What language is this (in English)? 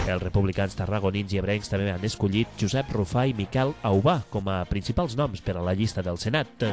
Catalan